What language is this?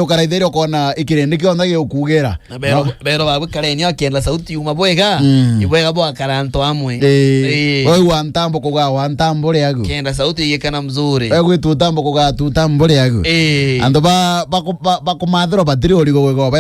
Meru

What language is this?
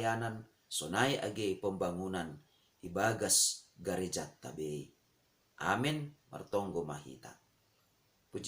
Batak Simalungun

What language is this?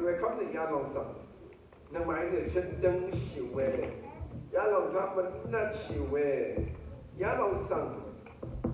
Rawang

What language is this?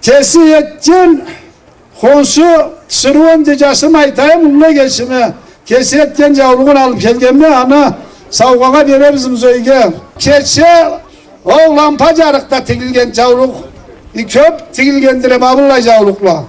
Karachay-Balkar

